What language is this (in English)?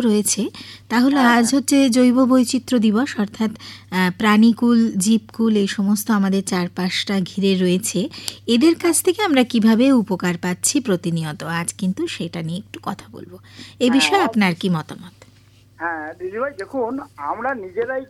Bangla